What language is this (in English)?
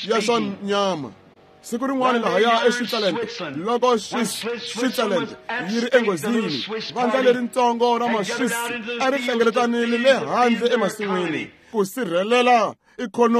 Tsonga